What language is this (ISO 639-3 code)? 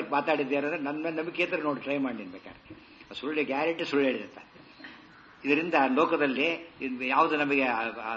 kan